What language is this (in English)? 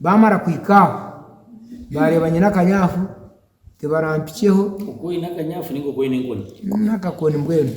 Nyankole